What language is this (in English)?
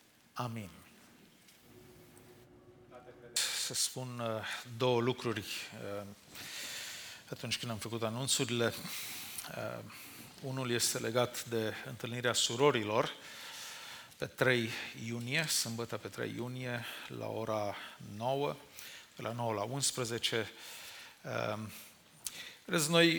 Romanian